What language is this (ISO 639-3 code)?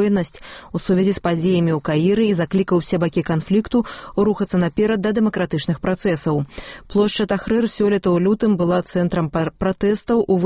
bel